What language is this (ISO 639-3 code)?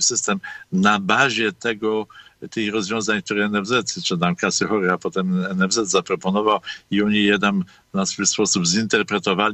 pol